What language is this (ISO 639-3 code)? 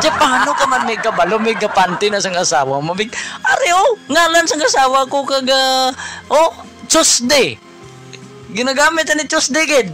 hil